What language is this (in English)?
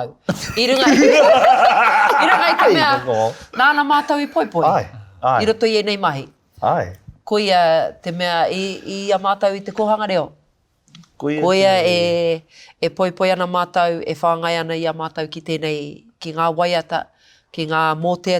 Māori